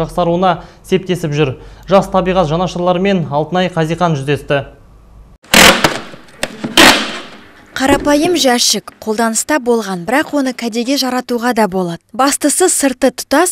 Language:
Kazakh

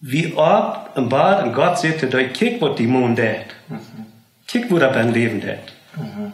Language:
Plautdietsch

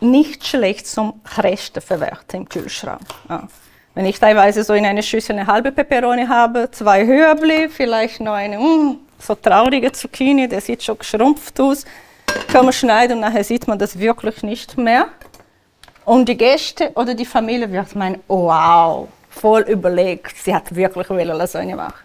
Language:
Swiss German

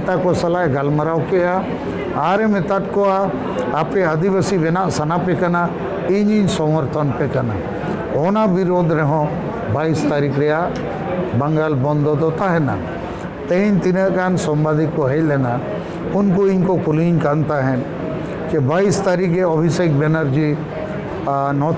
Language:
Santali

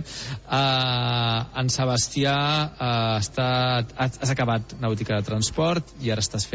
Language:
Catalan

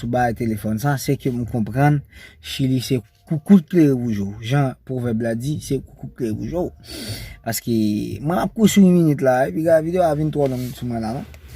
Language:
Haitian Creole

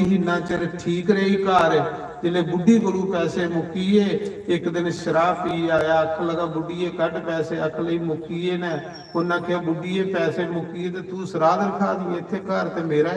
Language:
Dogri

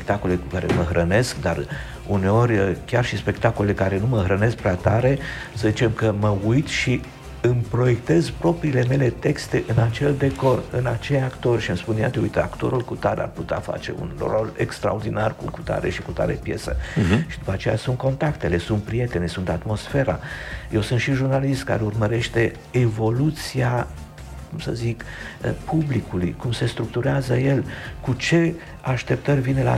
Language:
Romanian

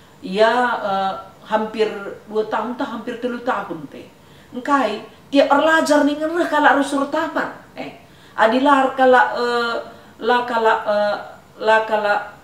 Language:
Batak Karo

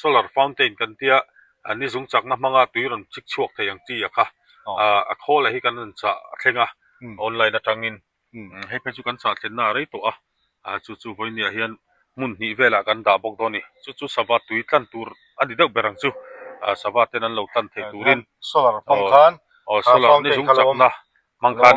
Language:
Mizo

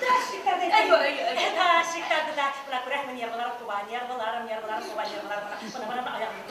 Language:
Bashkir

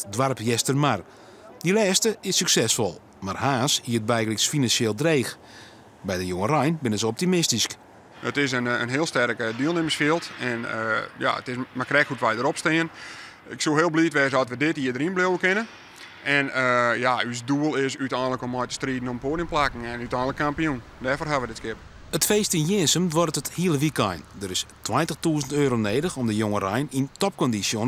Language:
Western Frisian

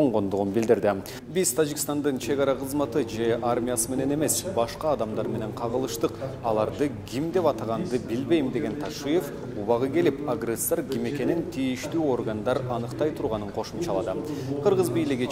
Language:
Kyrgyz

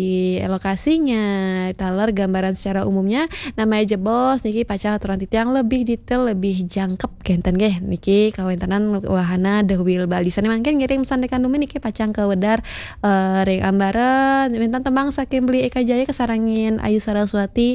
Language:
Balinese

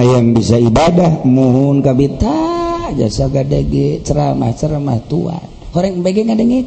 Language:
Sundanese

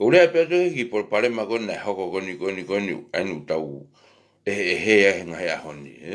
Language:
Tongan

